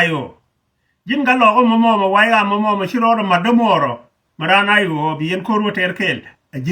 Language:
Nuer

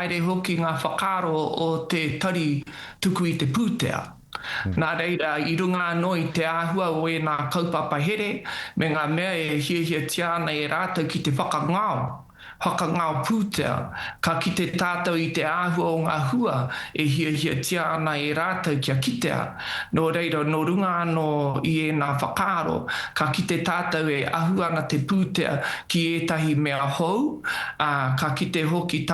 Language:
Māori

